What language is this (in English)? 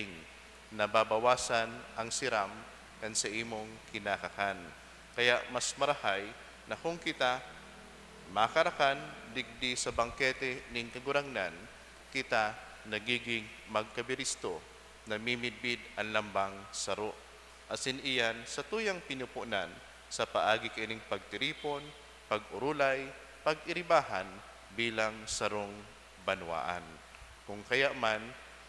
Bikol